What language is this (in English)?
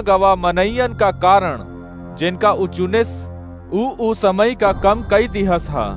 Awadhi